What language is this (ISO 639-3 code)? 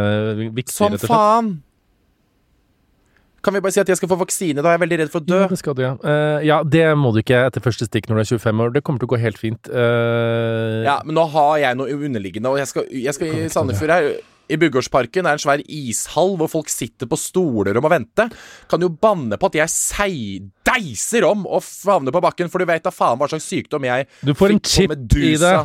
nor